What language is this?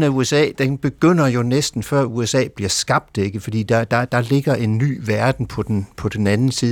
Danish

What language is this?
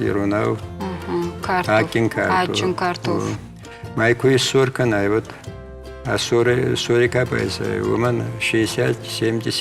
Ossetic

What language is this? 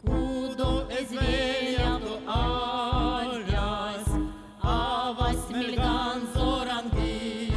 Erzya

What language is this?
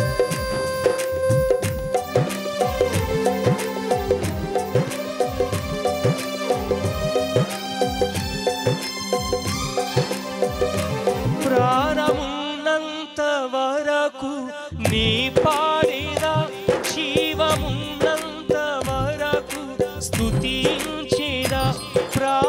Telugu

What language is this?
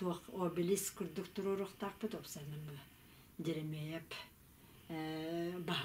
Yakut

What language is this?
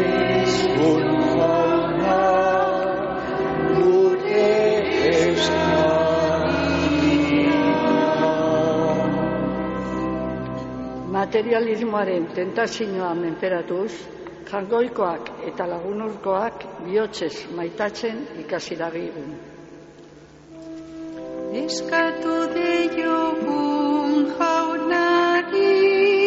Basque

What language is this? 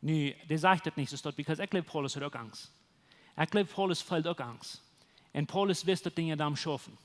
Plautdietsch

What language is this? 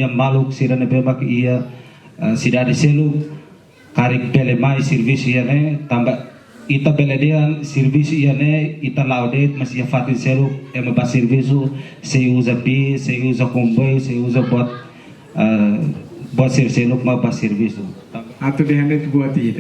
Tetum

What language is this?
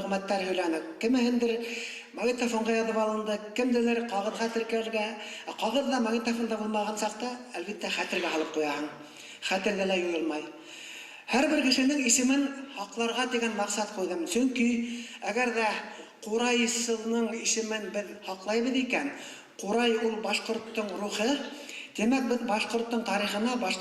Bashkir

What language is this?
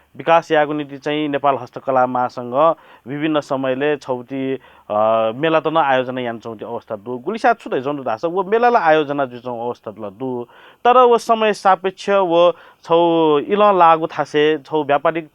Newari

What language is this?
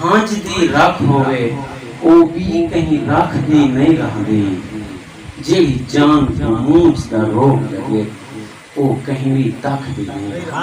Saraiki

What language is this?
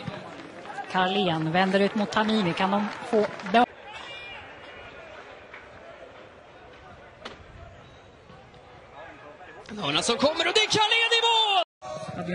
Swedish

